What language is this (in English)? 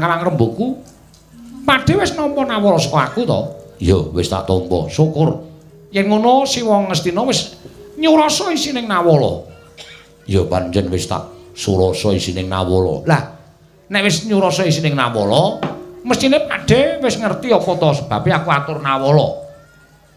Javanese